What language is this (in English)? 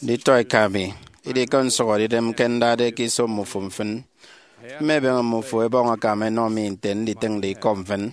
Efik